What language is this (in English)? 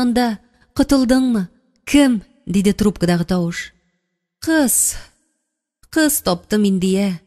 Tatar